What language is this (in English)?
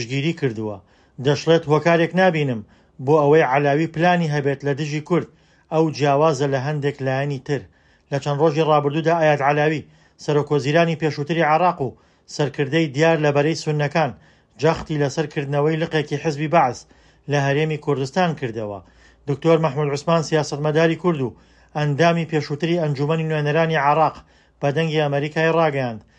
Central Kurdish